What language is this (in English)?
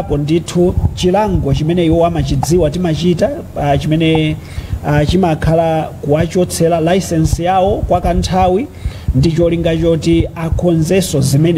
Nyanja